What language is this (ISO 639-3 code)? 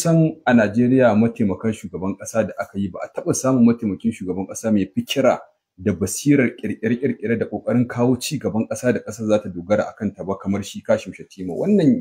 hau